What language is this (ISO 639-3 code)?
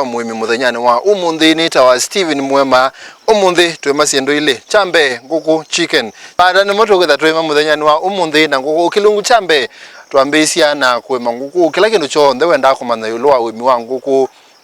kam